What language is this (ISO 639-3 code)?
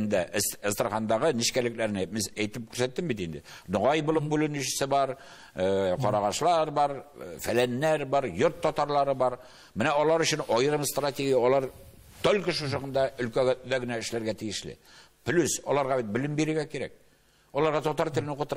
tat